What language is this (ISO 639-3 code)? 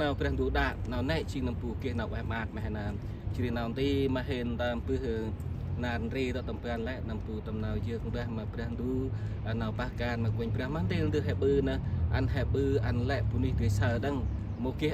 cmo